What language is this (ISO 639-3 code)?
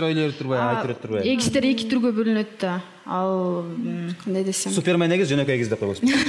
kir